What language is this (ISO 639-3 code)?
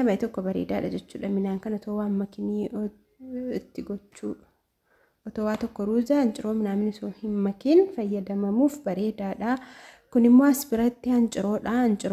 orm